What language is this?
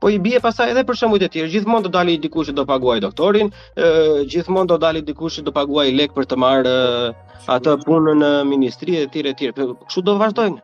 Albanian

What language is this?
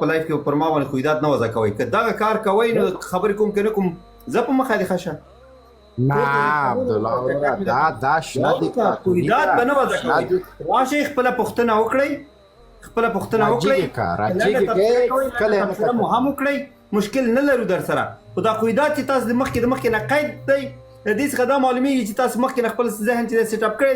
Pashto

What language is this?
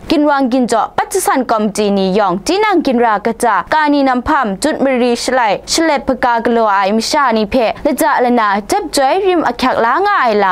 Kachin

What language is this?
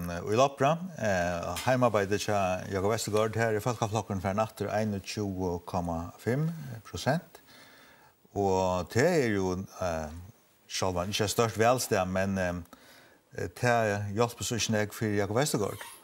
Faroese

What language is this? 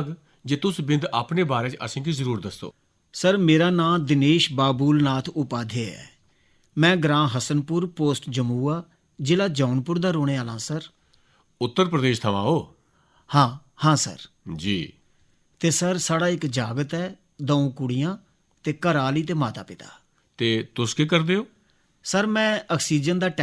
Dogri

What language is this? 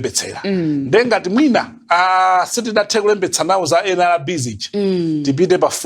Nyanja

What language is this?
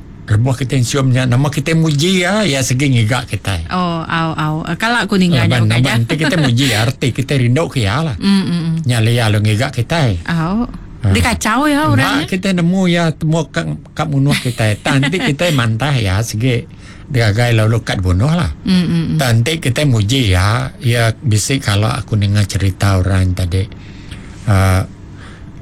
Iban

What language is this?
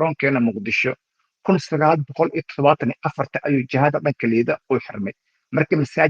Somali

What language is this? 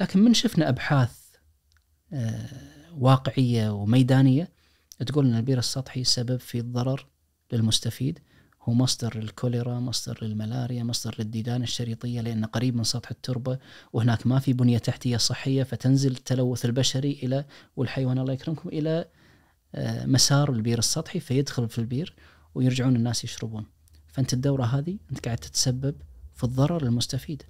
Najdi Arabic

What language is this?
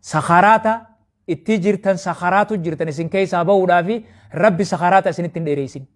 Oromo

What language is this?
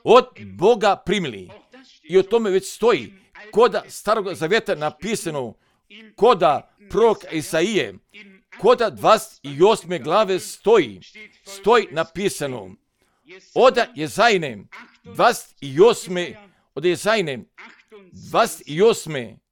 Croatian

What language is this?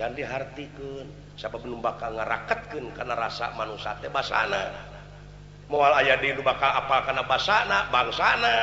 Sundanese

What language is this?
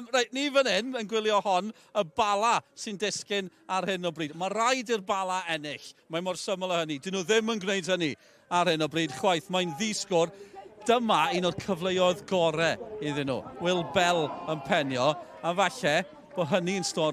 Welsh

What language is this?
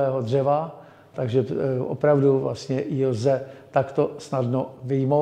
Czech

